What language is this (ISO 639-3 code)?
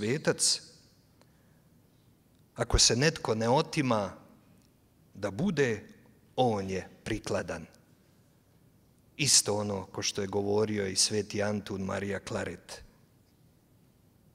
hrv